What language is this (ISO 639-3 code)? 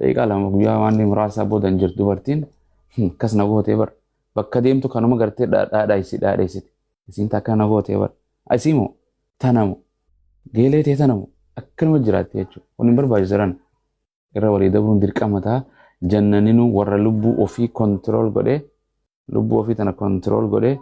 orm